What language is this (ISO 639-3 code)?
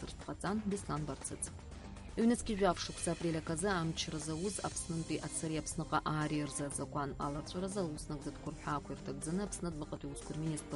abk